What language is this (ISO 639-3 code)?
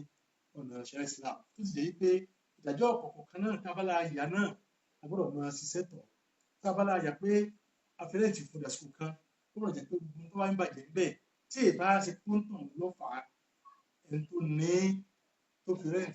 yor